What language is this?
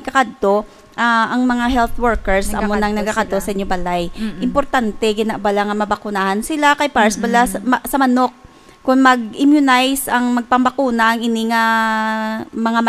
Hiligaynon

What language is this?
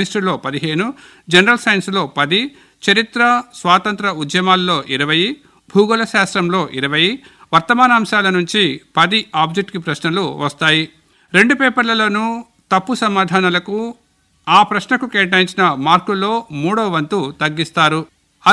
Telugu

